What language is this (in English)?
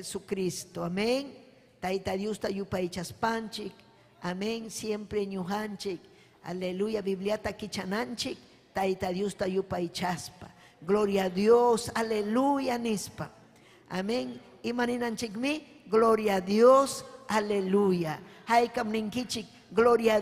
Ayacucho Quechua